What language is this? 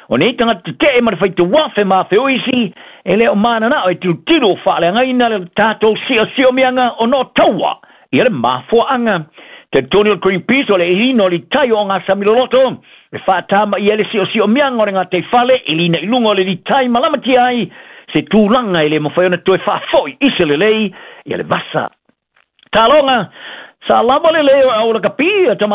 Samoan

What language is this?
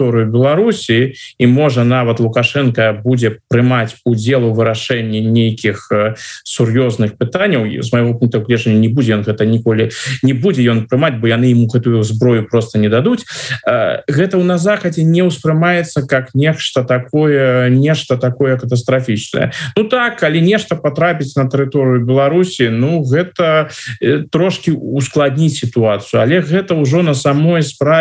Belarusian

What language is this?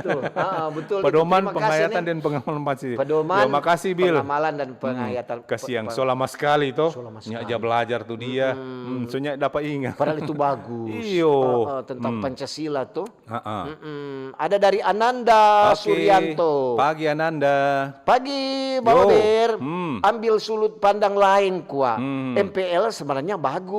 Manado Malay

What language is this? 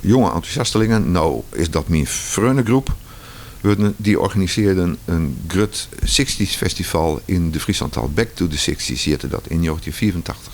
Western Frisian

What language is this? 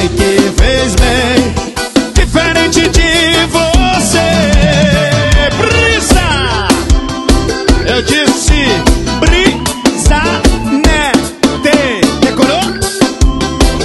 Portuguese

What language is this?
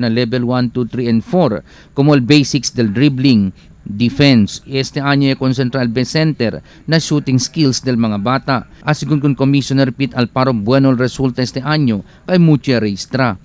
Chavacano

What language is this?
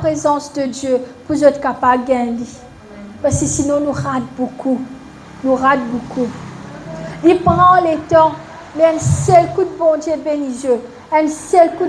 Morisyen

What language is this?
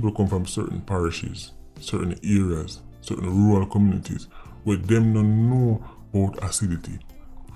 Jamaican Creole English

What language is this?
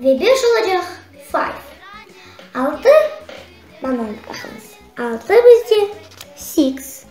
Crimean Tatar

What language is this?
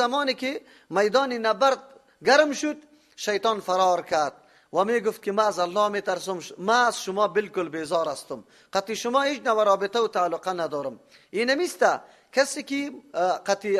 Persian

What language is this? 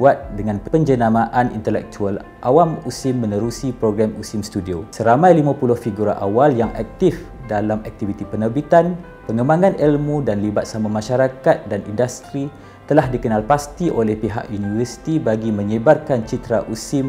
Malay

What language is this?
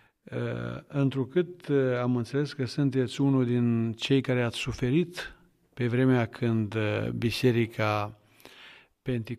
Romanian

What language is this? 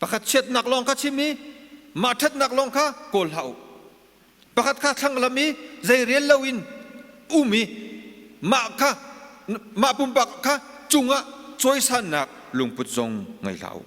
Hakha Chin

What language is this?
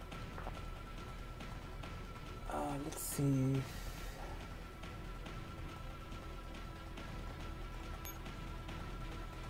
English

